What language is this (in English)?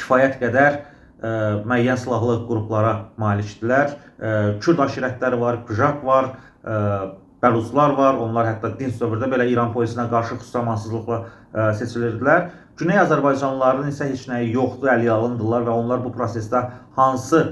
Azerbaijani